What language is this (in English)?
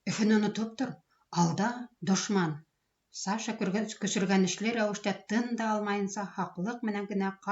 Bashkir